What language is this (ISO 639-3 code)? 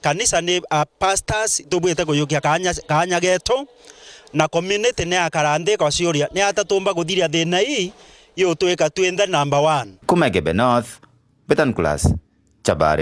mer